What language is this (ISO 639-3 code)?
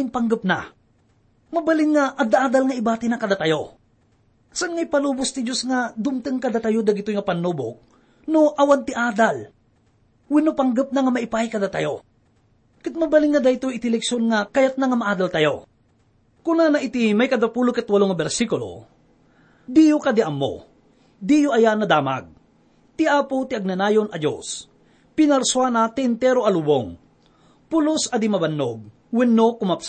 ilo